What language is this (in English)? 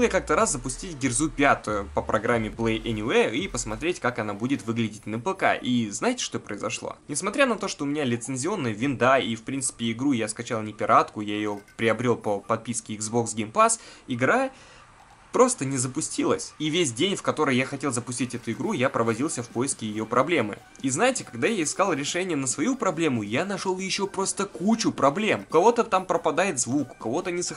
Russian